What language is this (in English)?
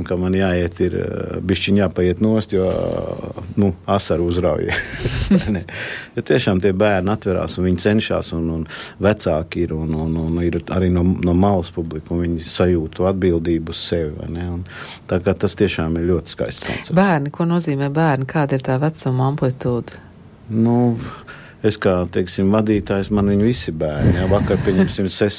Latvian